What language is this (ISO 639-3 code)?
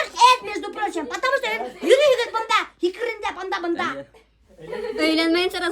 bak